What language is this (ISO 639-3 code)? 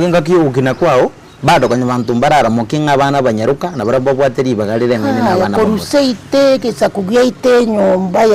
guz